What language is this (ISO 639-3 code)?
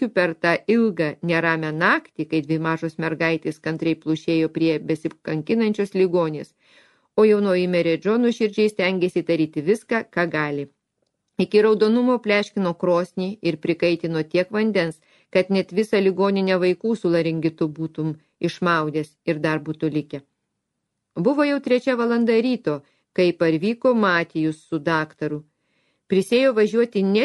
lit